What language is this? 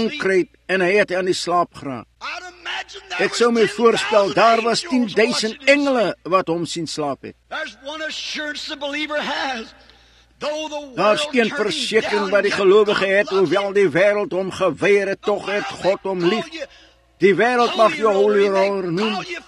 Afrikaans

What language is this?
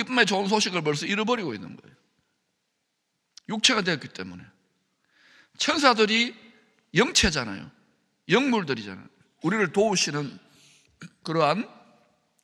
Korean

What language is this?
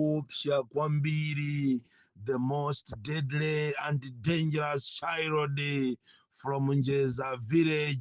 Nyanja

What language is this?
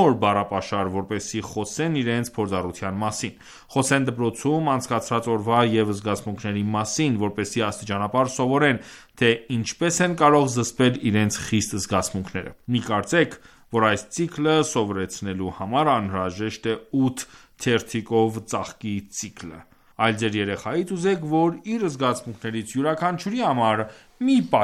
Armenian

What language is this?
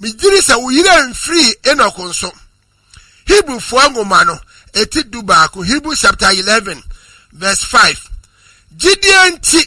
Akan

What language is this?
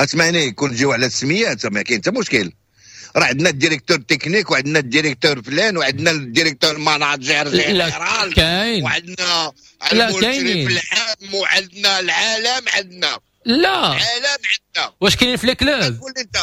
Moroccan Arabic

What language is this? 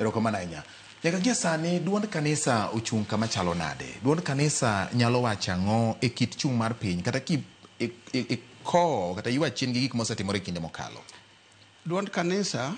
Luo (Kenya and Tanzania)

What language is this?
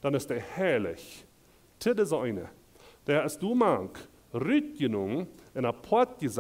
Plautdietsch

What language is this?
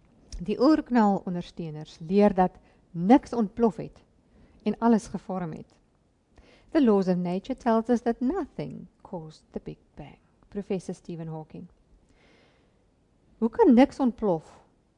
Afrikaans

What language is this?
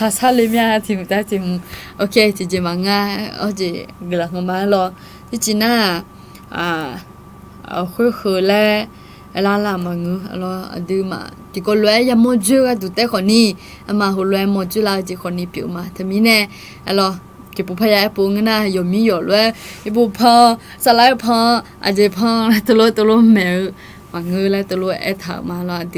Akha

